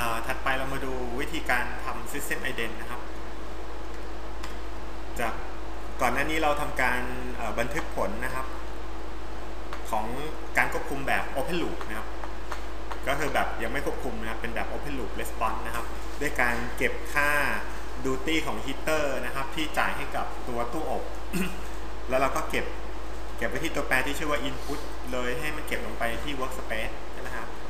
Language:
Thai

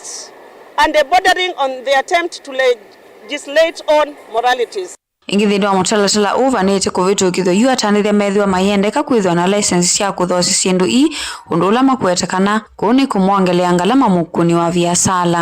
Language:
Kamba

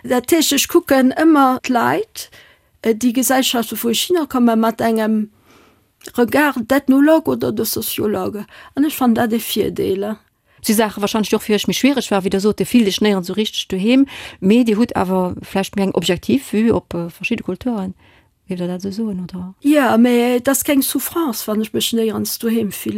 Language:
Luxembourgish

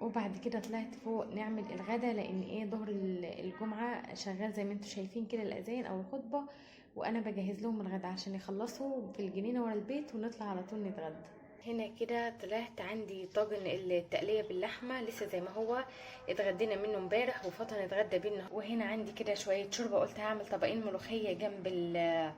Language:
Egyptian Arabic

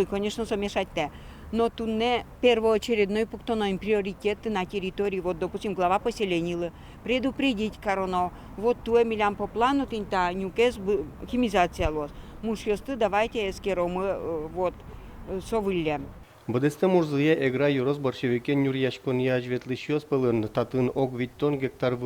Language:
Udmurt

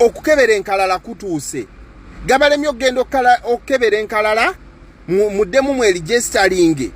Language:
Ganda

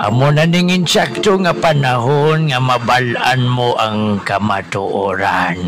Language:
Hiligaynon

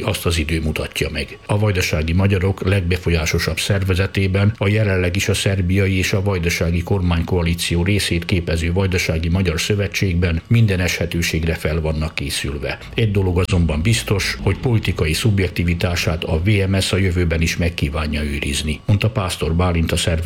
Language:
Hungarian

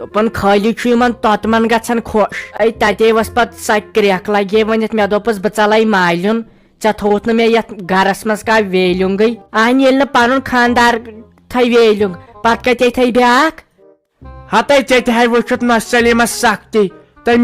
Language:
Kashmiri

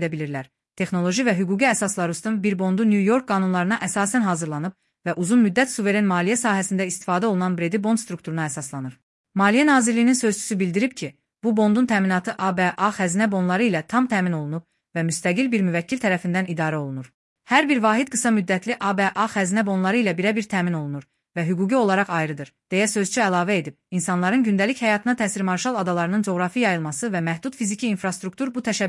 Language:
Azerbaijani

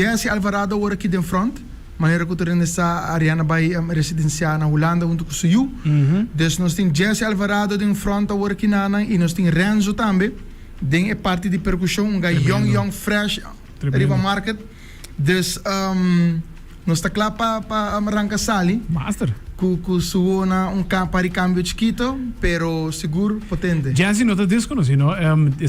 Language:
Papiamento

